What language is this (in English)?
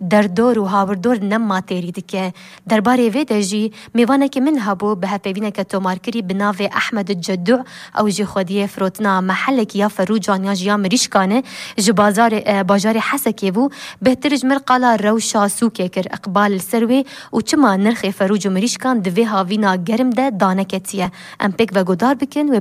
Kurdish